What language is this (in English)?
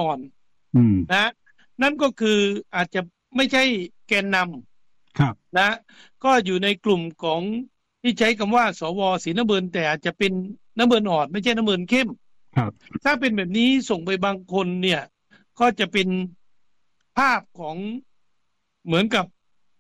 Thai